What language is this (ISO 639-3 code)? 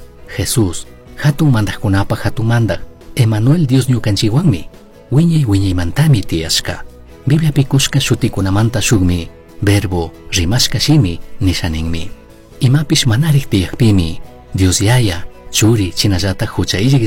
qug